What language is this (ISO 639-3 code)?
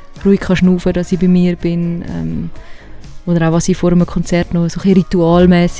gsw